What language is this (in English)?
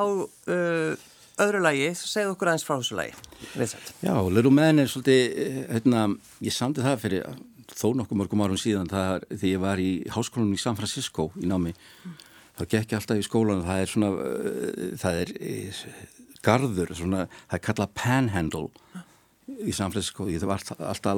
Icelandic